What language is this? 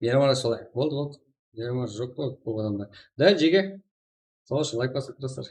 Kara-Kalpak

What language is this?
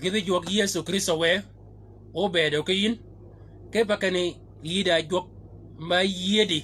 Shilluk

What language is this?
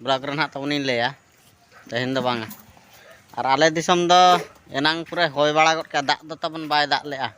Santali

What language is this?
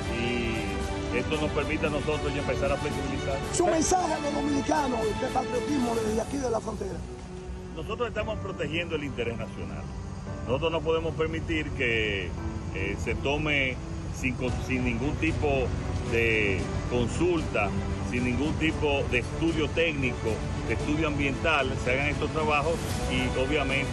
Spanish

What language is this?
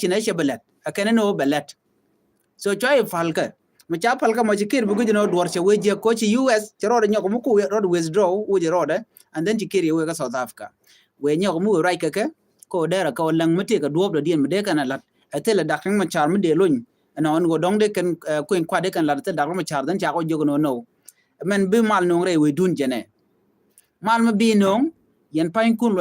Nuer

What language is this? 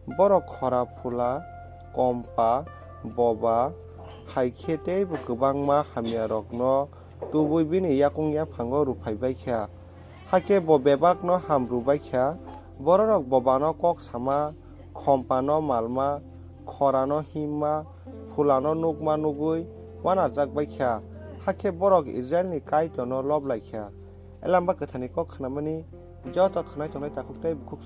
Kok Borok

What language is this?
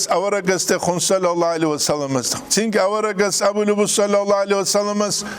Avaric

